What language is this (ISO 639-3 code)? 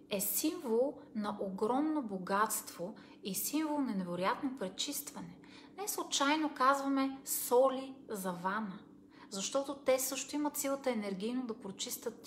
bul